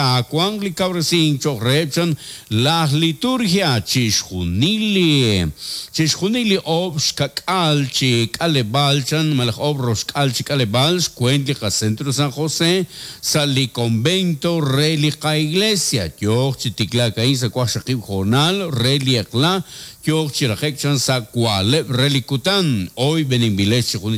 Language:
Kekchí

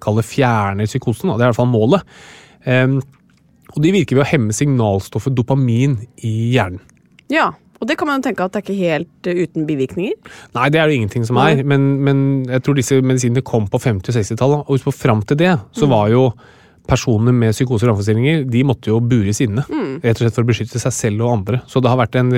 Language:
Norwegian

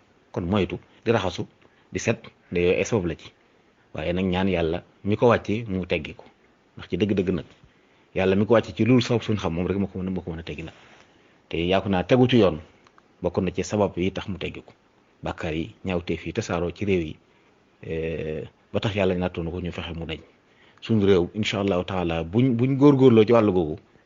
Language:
Wolof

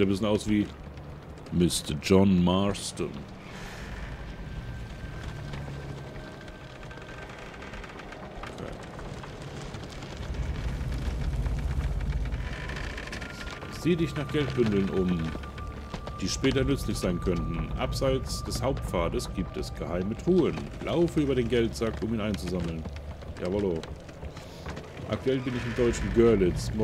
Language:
German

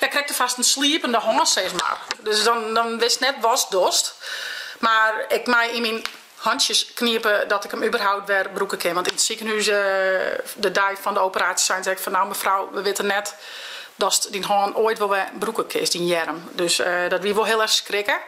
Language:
Western Frisian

